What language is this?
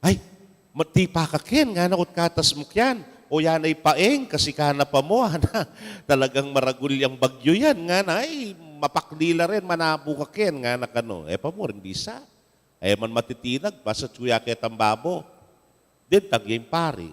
Pampanga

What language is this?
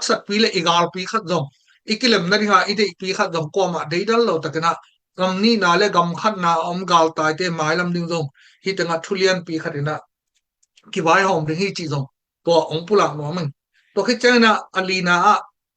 Tedim Chin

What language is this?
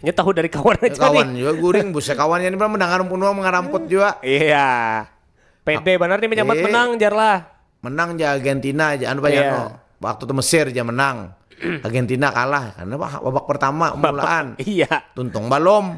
Banjar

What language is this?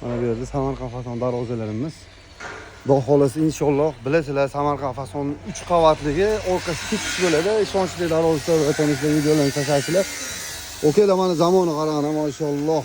Uzbek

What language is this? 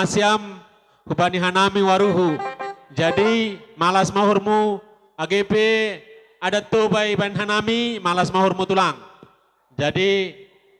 Batak Toba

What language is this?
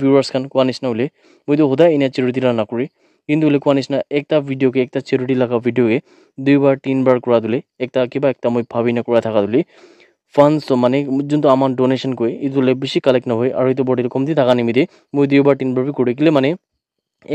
Naga Pidgin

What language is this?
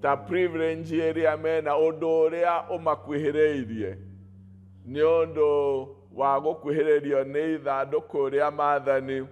Kikuyu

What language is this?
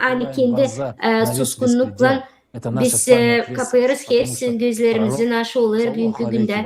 Gagauz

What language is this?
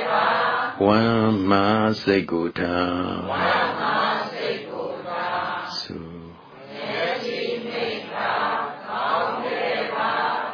Burmese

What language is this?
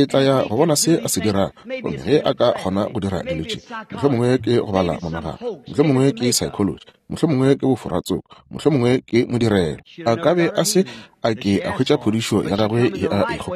Northern Sotho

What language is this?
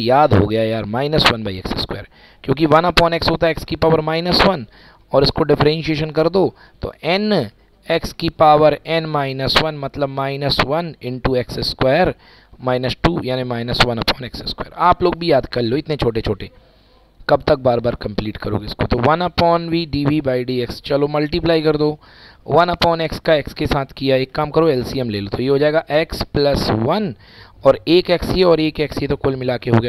Hindi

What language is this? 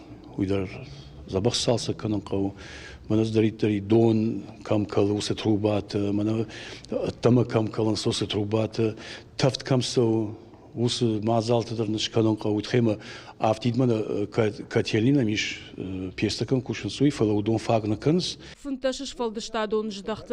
Ossetic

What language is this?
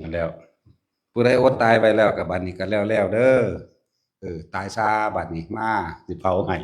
Northeastern Thai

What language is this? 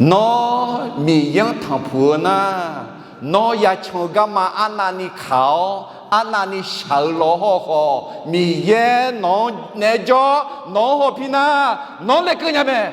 Akha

